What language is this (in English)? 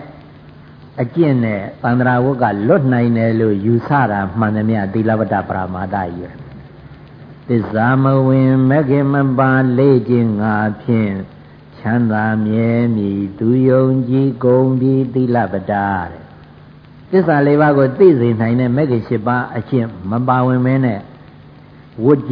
Burmese